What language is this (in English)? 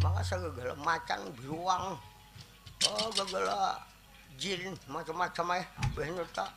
Banjar